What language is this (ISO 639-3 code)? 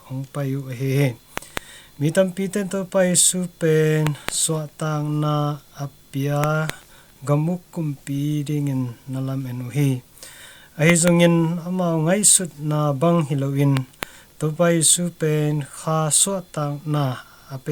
ctd